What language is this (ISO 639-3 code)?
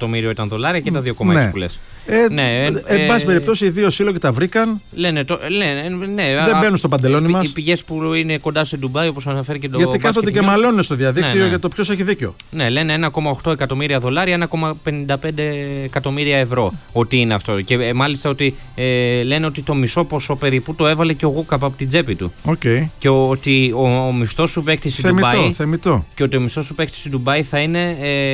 ell